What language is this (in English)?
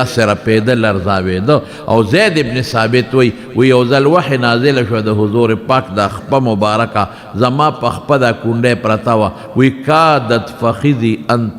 Pashto